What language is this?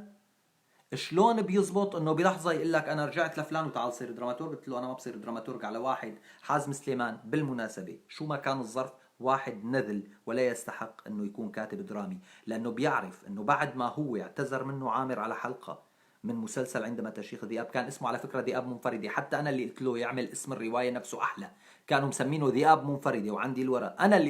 North Levantine Arabic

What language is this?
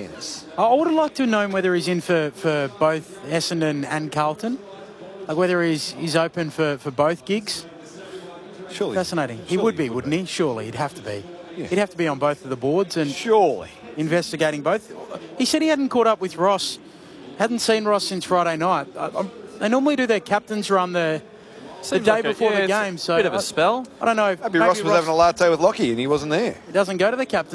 English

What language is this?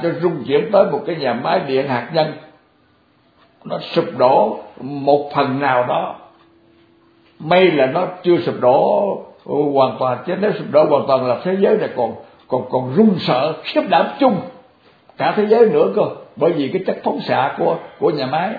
Vietnamese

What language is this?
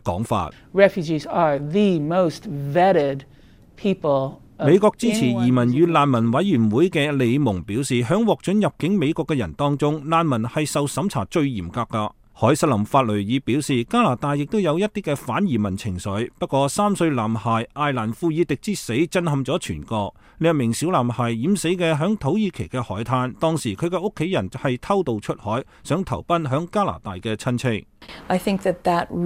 Cantonese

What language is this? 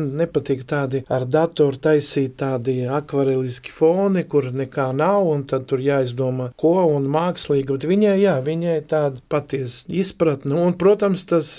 Latvian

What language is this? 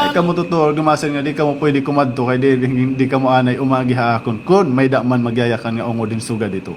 Waray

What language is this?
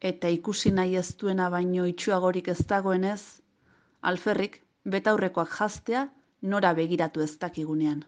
Basque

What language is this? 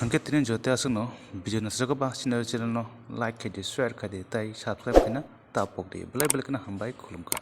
Kok Borok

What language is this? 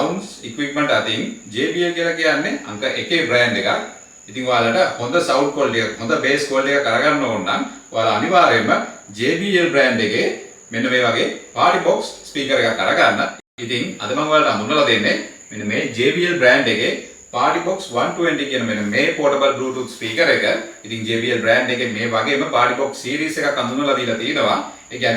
Sinhala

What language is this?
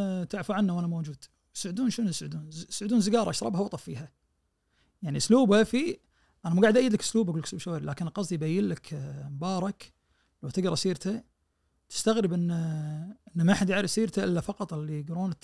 Najdi Arabic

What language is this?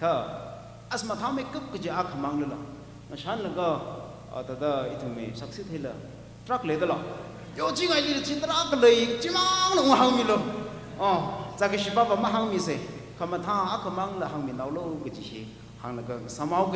Tangkhul Naga (India)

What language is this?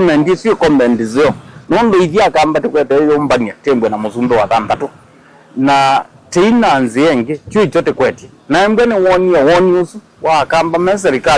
Kamba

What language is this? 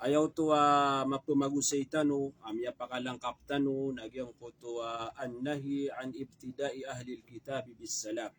Maranao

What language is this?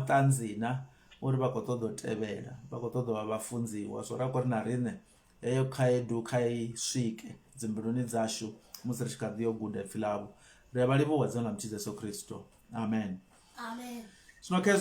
Venda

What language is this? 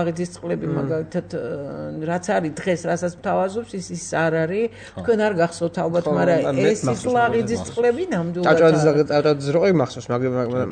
Georgian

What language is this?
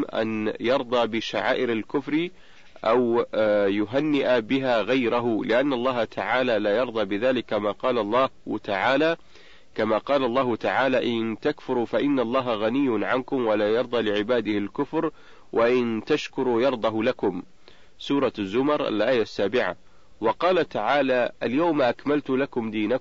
Arabic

